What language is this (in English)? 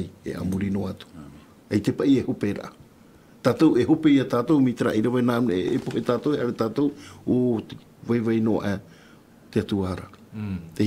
Tahitian